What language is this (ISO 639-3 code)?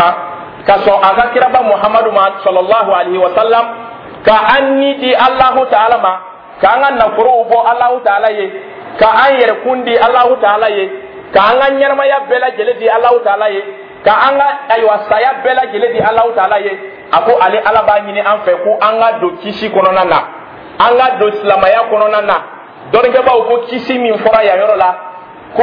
dyu